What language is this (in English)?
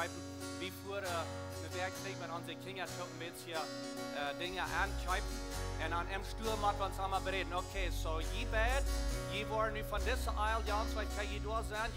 Plautdietsch